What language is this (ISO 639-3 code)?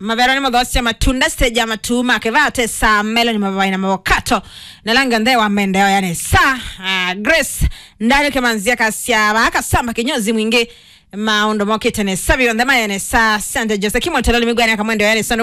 kam